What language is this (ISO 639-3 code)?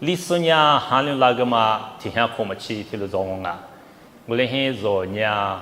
lis